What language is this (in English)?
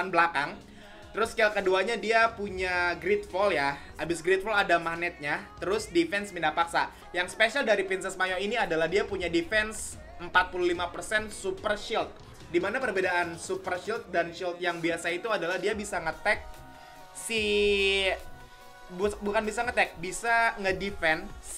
Indonesian